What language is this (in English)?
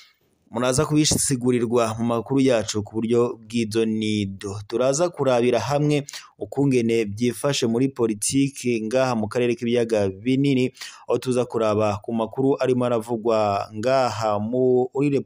Rundi